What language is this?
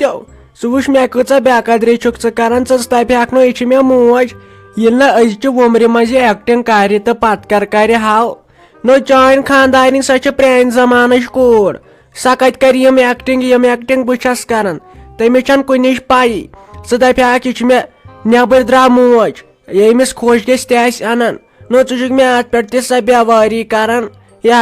Kashmiri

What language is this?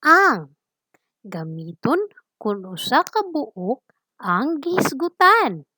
Cebuano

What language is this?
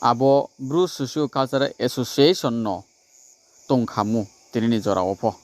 Riang (India)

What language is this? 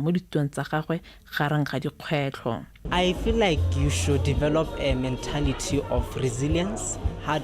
Tswana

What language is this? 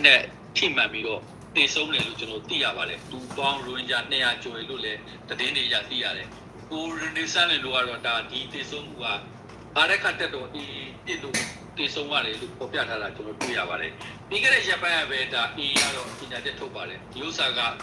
Rohingya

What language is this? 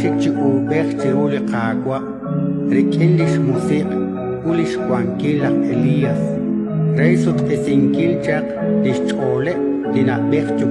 Kekchí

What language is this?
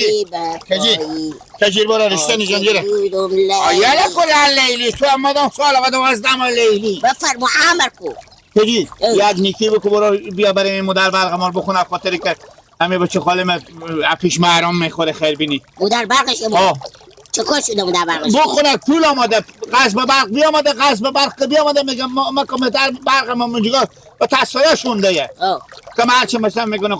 Hazaragi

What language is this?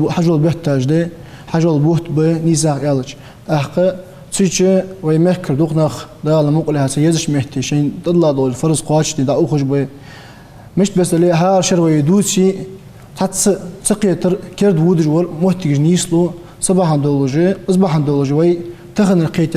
Ingush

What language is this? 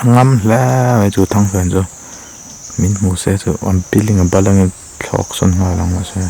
Mizo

